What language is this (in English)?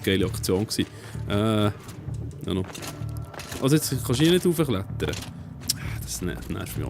Swiss German